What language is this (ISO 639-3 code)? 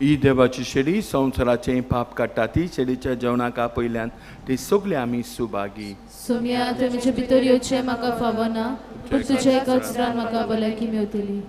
kok